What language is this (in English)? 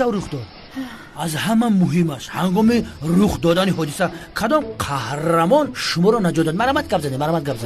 Tajik